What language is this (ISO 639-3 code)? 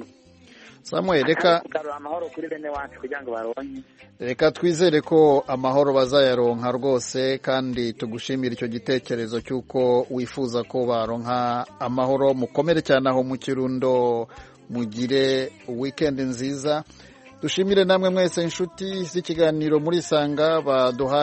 kin